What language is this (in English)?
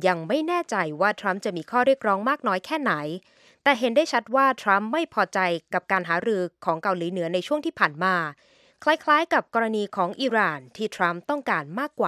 Thai